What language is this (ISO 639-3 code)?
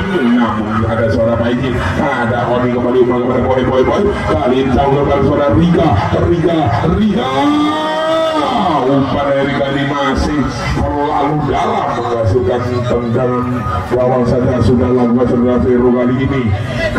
ind